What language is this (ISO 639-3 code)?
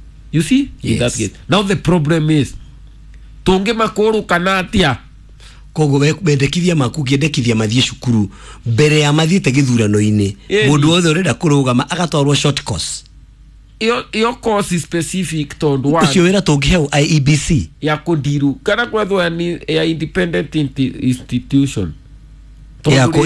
kik